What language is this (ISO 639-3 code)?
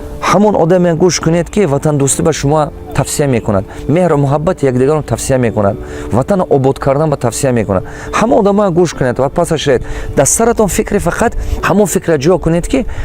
tgk